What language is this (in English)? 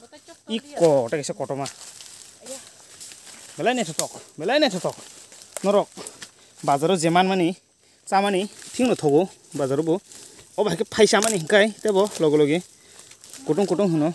Kok Borok